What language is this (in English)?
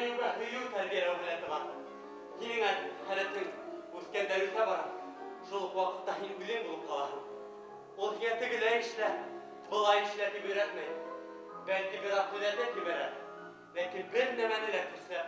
Bashkir